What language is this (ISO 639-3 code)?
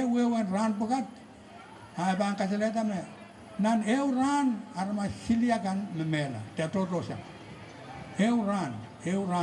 pon